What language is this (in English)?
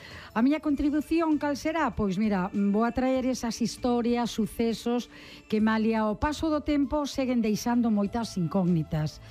Galician